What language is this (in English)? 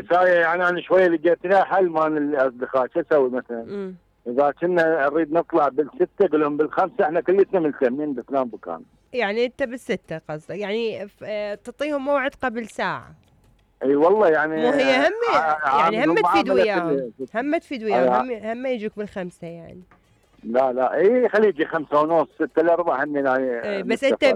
Mesopotamian Arabic